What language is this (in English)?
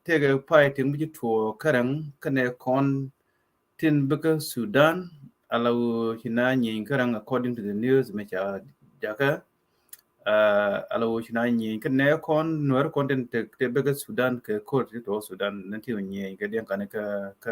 Nuer